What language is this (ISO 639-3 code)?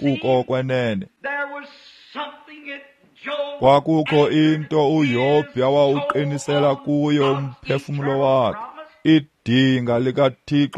xho